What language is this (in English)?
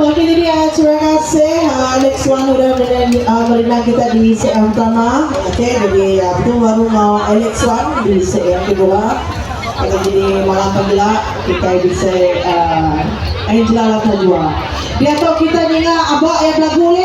Iban